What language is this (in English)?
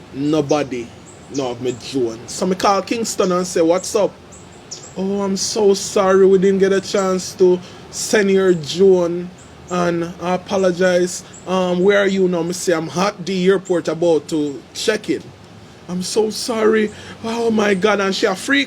Jamaican Creole English